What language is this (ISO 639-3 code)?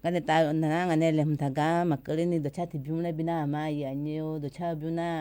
ahk